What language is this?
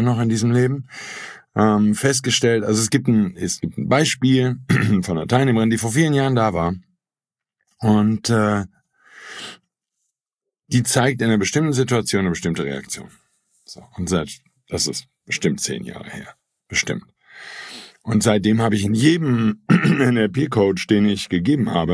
German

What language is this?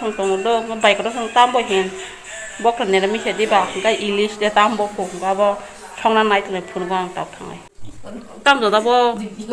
Kok Borok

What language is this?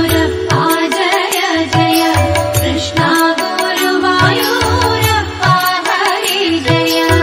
Tamil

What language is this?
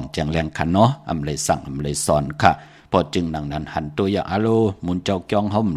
Shan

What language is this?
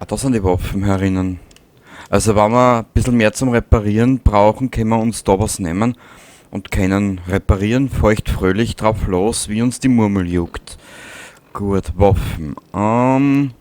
Bavarian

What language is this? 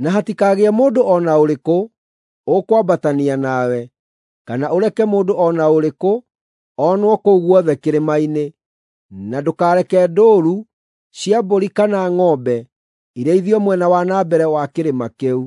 Kikuyu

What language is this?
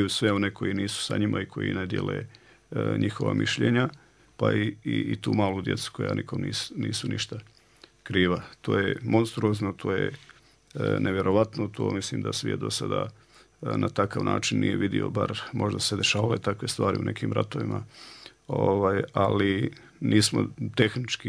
Bosnian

